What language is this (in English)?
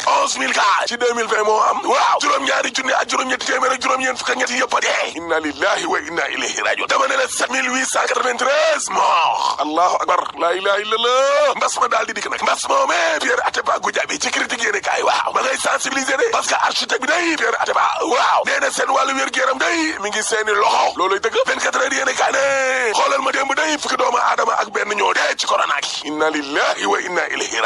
Wolof